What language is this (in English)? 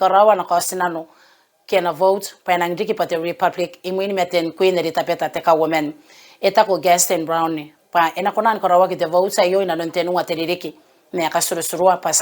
Gilbertese